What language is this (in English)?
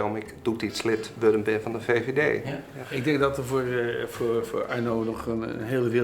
Western Frisian